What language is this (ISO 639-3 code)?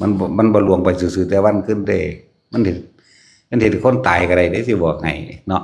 tts